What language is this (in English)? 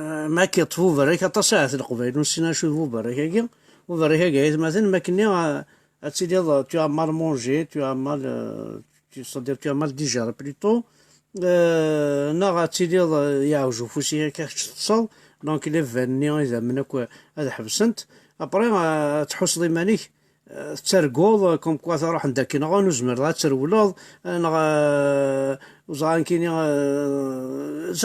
Kabyle